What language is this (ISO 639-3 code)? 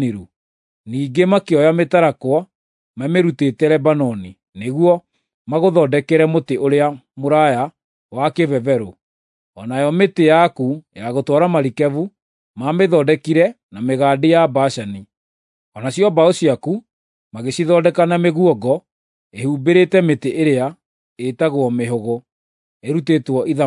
kik